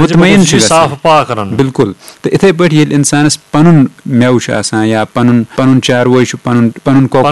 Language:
Kashmiri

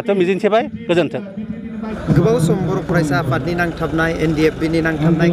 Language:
Bodo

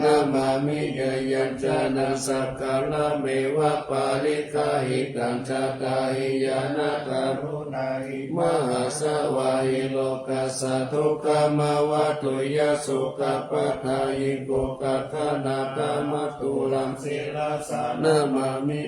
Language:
Pali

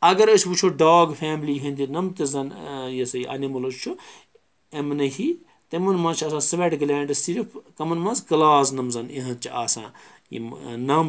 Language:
Kashmiri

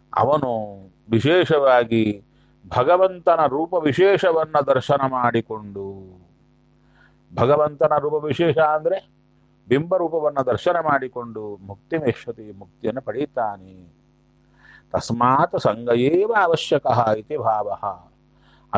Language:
Kannada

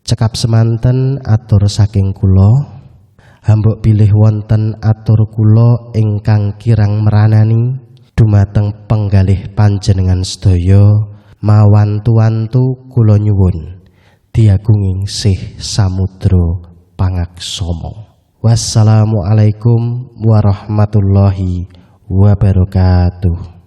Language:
Javanese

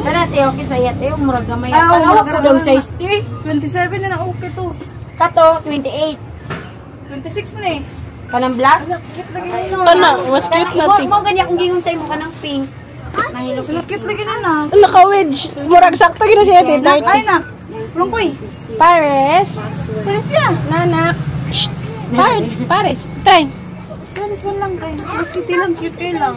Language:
Cebuano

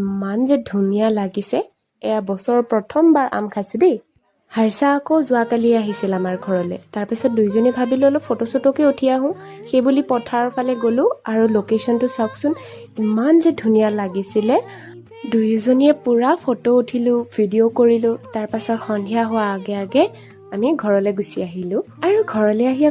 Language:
Assamese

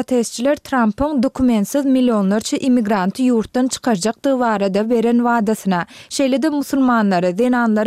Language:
Turkmen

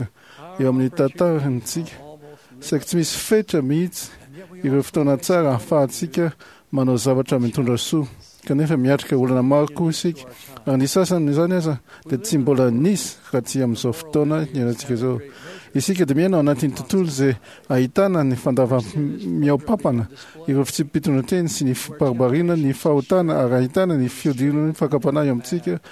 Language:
Malagasy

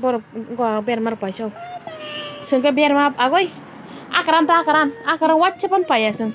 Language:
Kok Borok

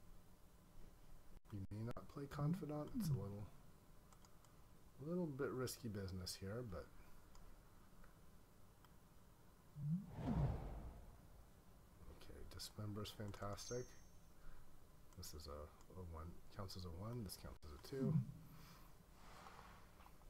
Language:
English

